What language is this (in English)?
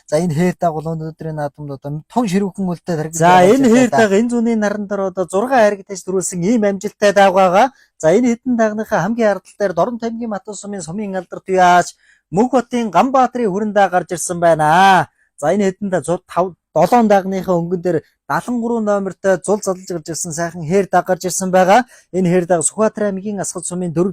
Mongolian